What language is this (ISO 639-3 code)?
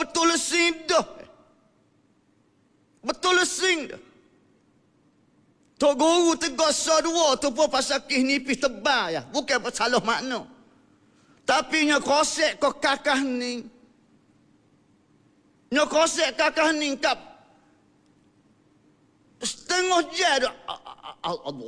msa